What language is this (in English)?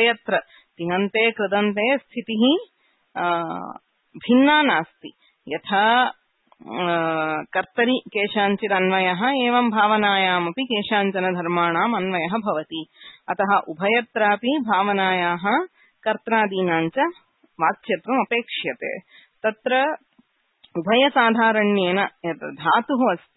Sanskrit